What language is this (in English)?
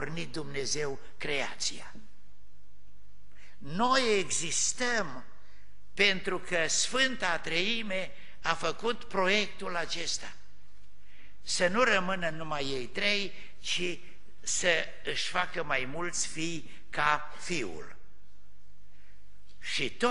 Romanian